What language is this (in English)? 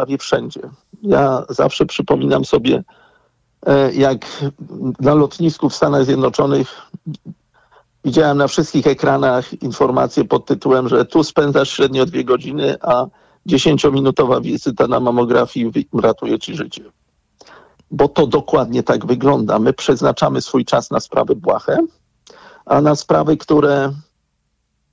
Polish